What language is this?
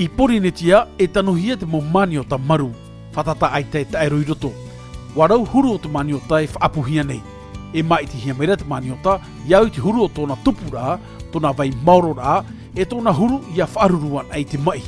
Tahitian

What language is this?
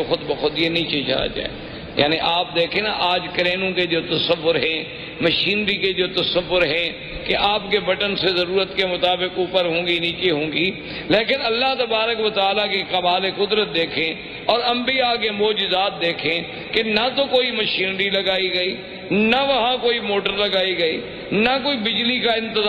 Urdu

